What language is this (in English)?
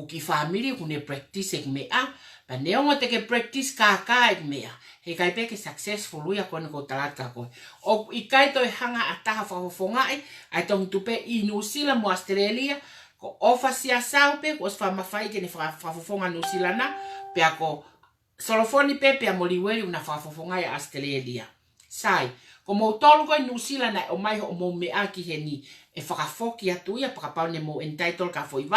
Tongan